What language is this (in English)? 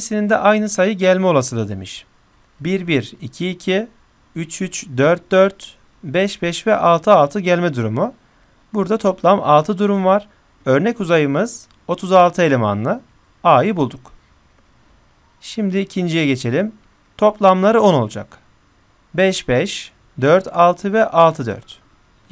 Turkish